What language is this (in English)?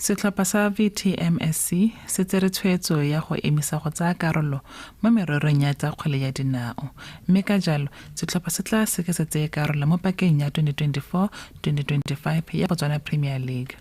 Tswana